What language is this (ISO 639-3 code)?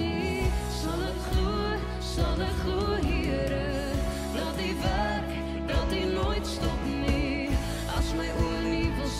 afr